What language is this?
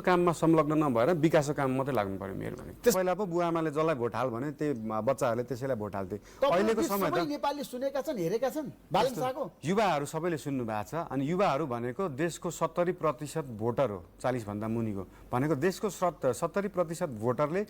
Nepali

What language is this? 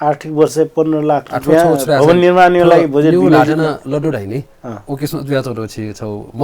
Newari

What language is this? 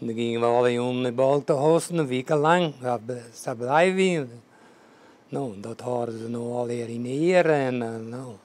Western Frisian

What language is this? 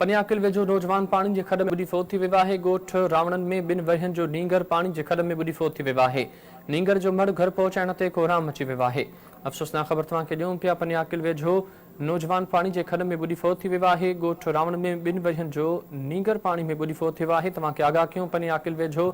Sindhi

